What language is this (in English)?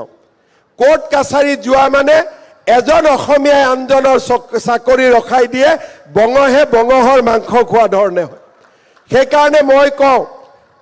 Assamese